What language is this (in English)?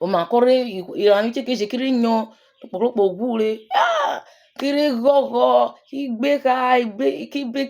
Urhobo